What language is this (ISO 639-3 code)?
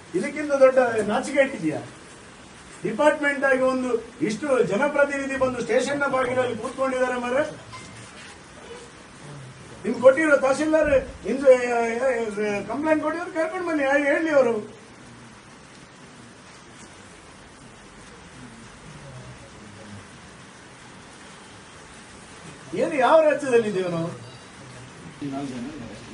kan